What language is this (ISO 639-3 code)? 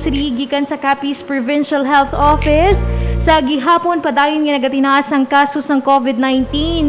hil